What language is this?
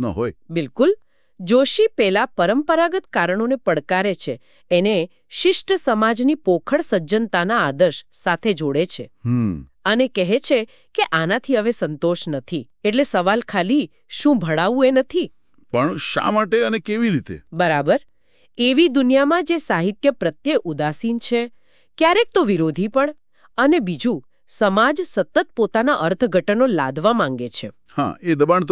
Gujarati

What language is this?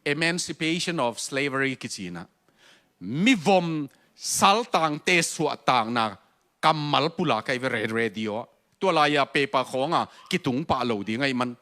Tedim Chin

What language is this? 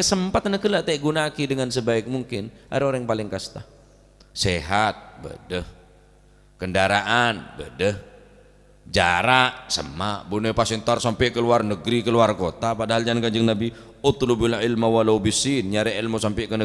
Madurese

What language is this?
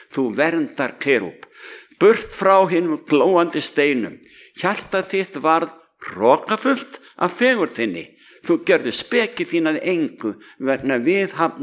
Icelandic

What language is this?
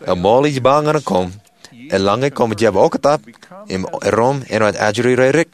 Marshallese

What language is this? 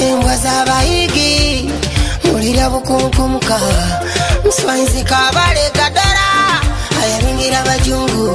Nyoro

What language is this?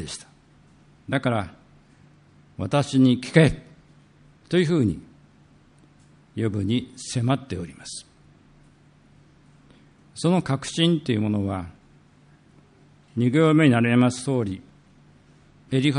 Japanese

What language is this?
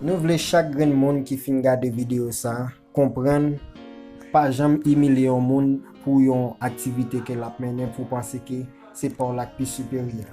Haitian Creole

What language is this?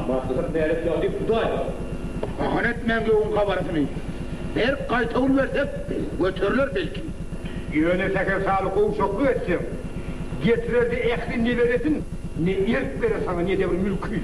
Turkmen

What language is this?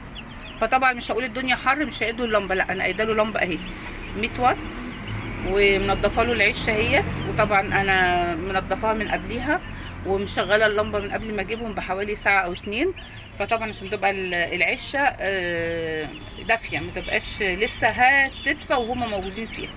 Egyptian Arabic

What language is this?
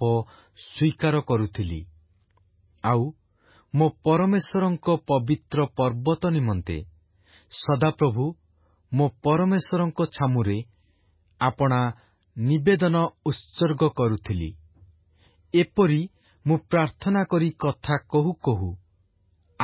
Odia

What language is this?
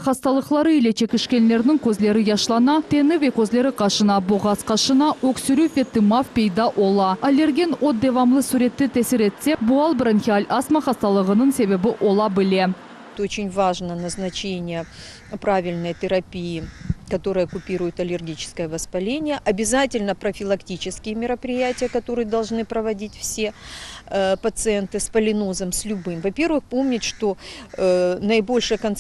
Crimean Tatar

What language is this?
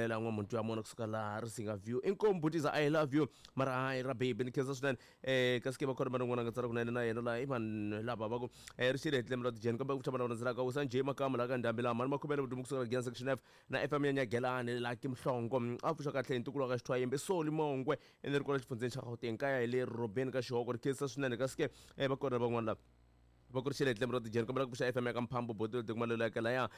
Tsonga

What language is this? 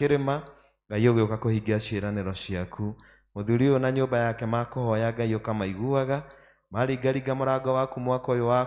Kikuyu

